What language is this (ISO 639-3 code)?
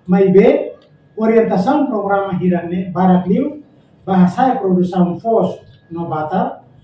tet